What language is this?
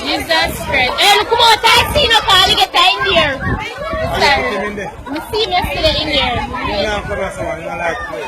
Jamaican Creole English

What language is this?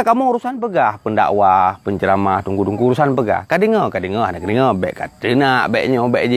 Achinese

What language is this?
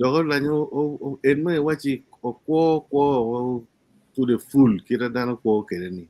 Acoli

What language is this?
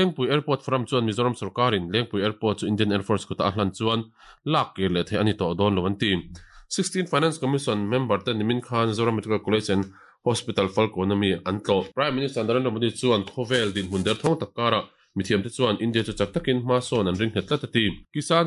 Mizo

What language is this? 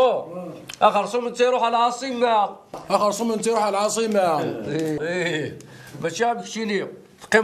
Kabyle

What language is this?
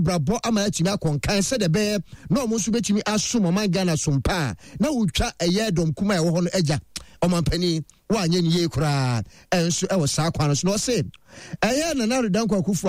Akan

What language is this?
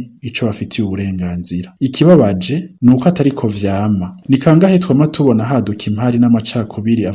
Rundi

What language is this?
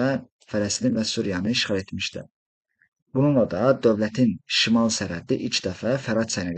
Azerbaijani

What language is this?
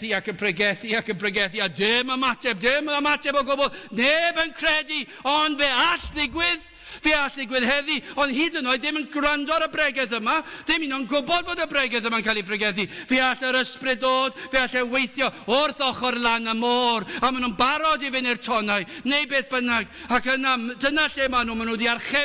Welsh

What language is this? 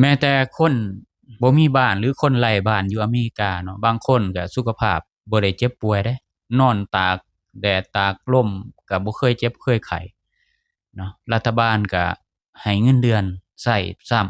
Lao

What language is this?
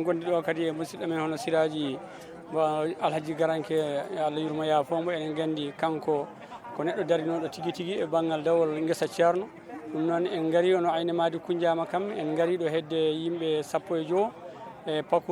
Fula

